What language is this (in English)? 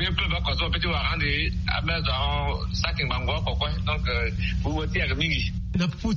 Sango